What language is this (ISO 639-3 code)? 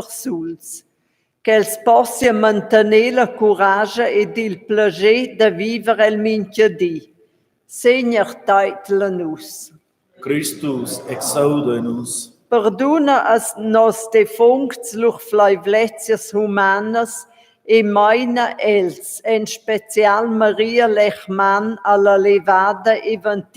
roh